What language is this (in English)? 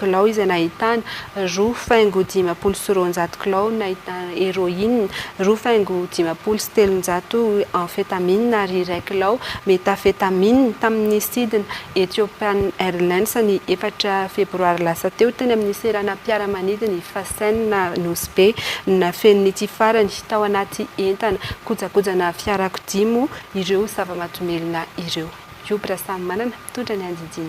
Malagasy